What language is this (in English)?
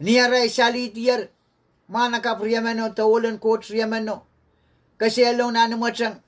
Pohnpeian